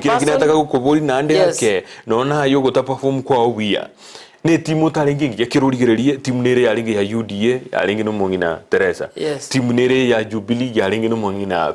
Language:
Gusii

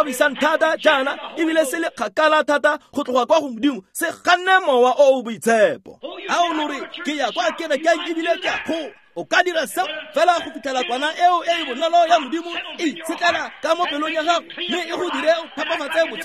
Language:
Tswana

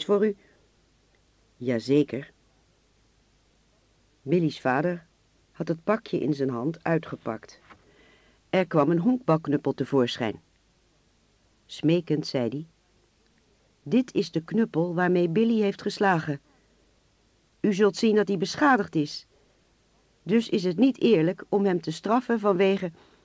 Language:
Dutch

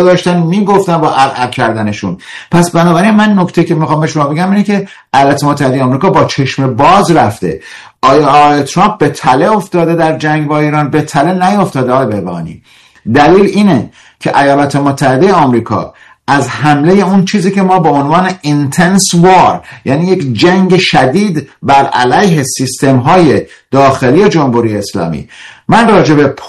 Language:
Persian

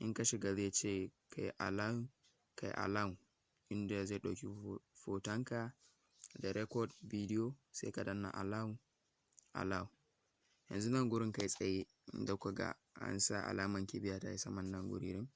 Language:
Hausa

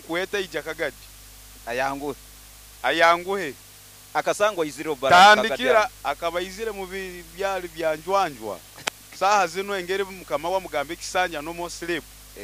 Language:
Nyoro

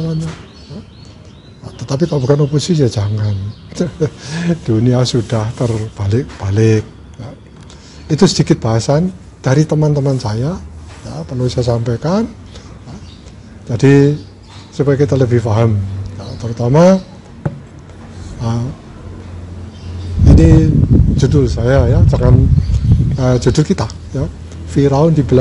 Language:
Indonesian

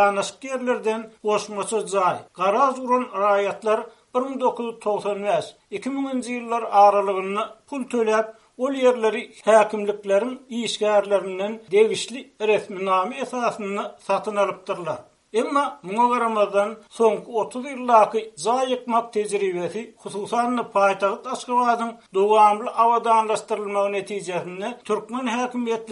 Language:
Turkmen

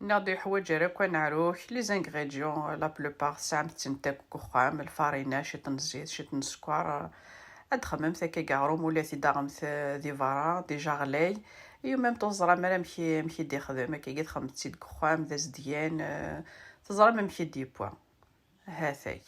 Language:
Kabyle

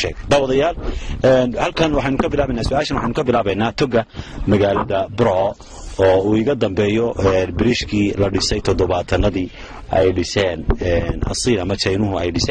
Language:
Somali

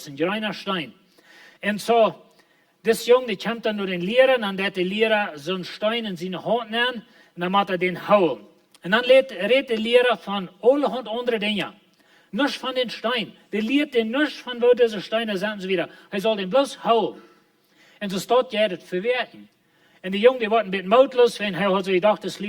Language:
Plautdietsch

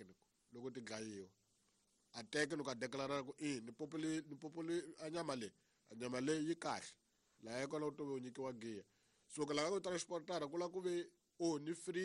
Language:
Tsonga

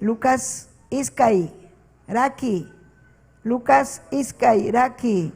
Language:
Ayacucho Quechua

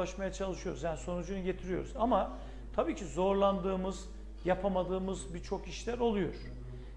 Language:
Turkish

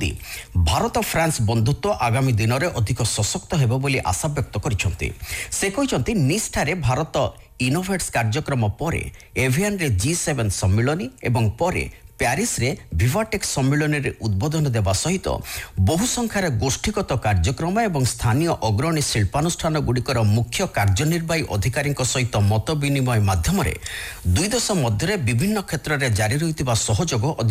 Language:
Odia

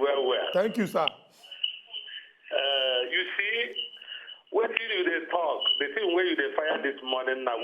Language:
Nigerian Pidgin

